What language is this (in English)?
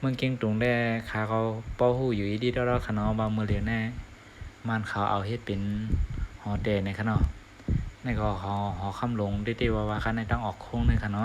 Shan